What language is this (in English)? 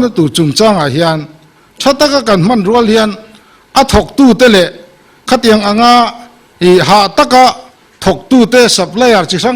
Mizo